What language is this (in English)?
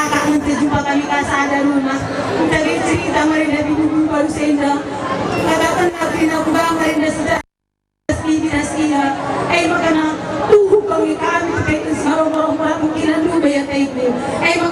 Batak Karo